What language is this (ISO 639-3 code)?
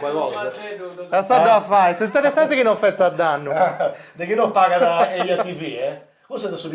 srd